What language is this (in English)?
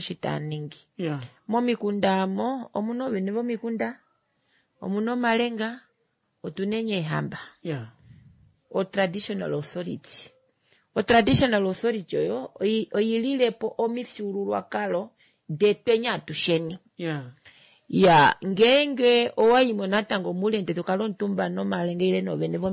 Kuanyama